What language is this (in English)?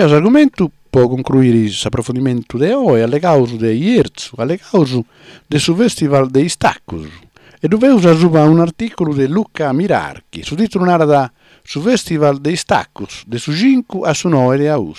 Sardinian